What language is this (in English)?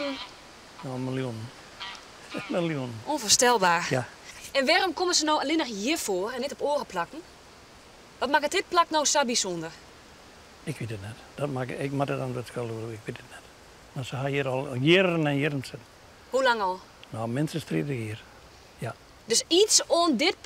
Western Frisian